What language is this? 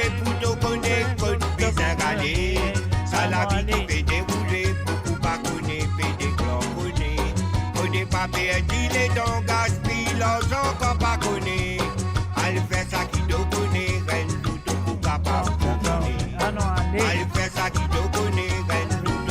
Morisyen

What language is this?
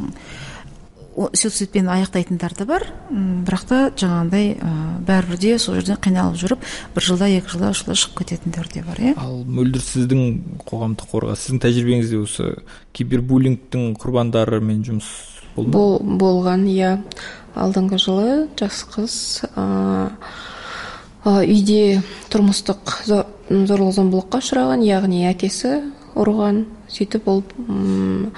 Kazakh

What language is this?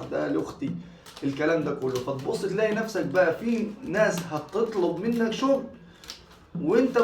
Egyptian Arabic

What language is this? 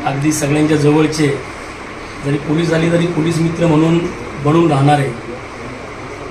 Marathi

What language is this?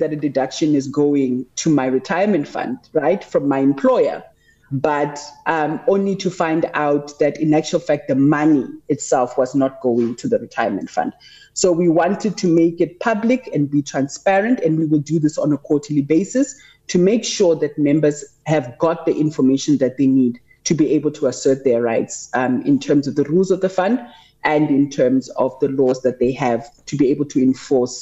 English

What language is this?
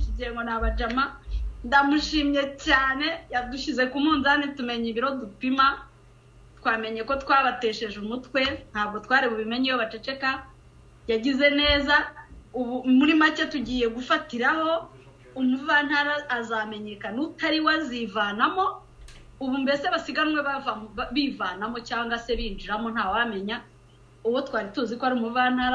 Kinyarwanda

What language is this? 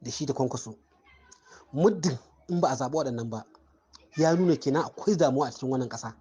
Hausa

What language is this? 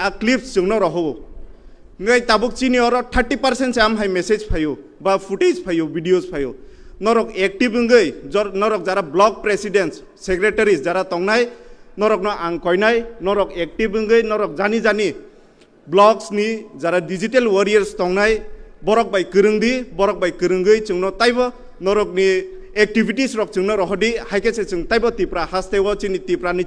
Kok Borok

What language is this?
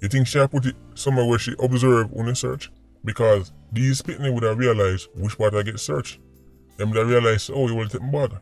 Jamaican Creole English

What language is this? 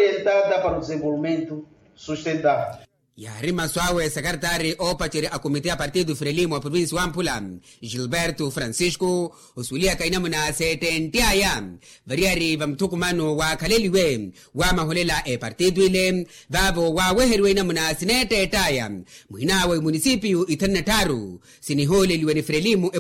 Makhuwa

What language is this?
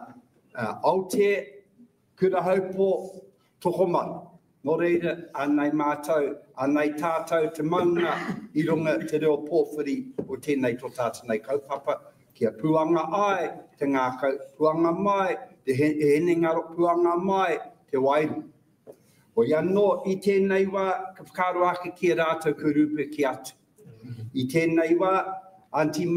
Māori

